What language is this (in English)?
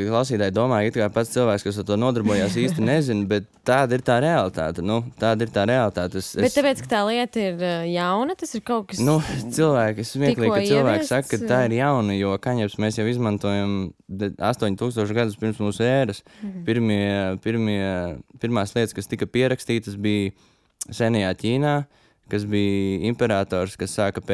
Latvian